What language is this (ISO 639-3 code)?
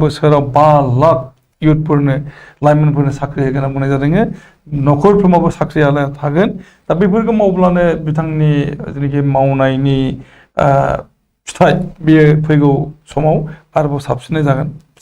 brx